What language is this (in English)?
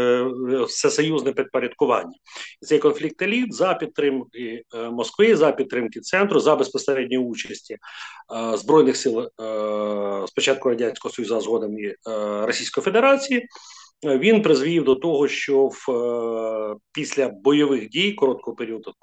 Ukrainian